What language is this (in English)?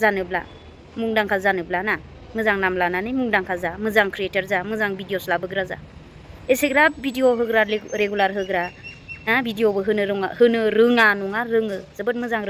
Bodo